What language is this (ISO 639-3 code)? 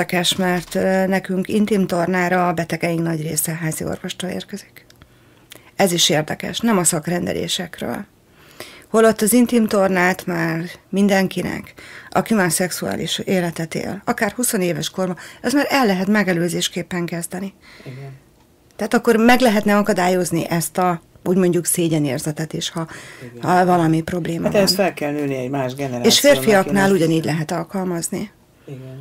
hun